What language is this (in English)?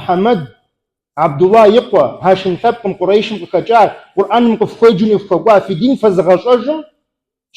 Kabardian